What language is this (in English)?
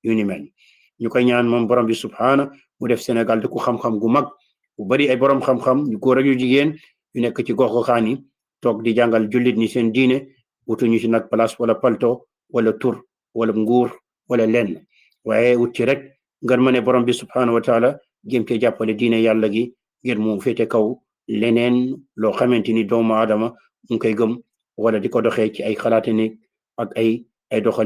Wolof